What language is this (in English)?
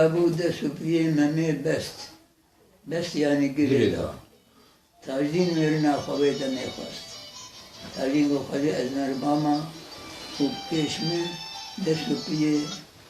Kurdish